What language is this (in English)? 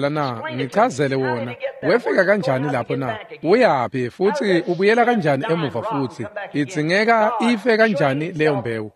Swati